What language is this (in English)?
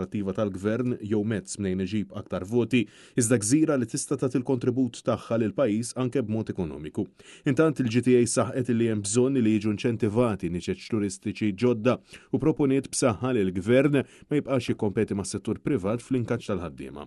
Maltese